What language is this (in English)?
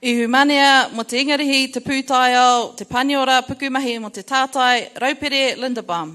Māori